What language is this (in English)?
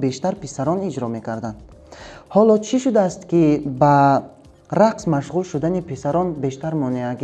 Tajik